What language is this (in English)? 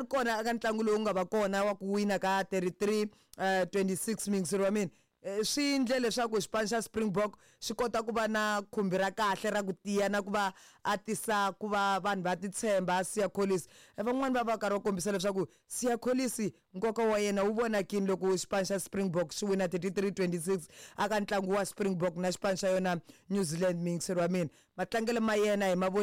Tsonga